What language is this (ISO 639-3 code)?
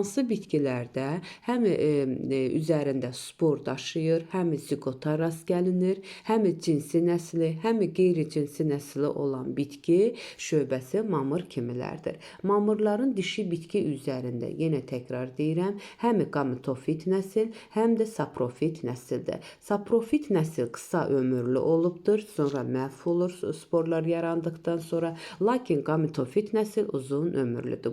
aze